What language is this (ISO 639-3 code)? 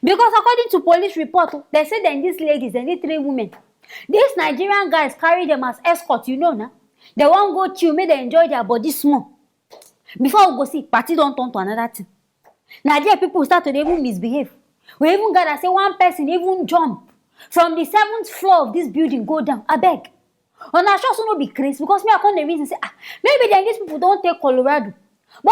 pcm